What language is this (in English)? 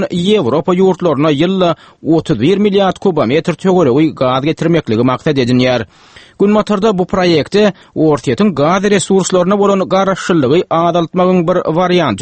Turkmen